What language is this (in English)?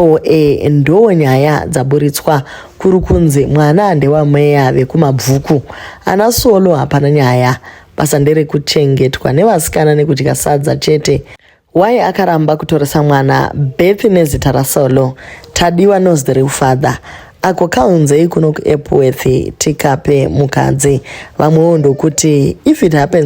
Shona